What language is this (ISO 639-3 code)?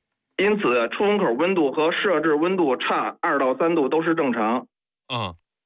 zho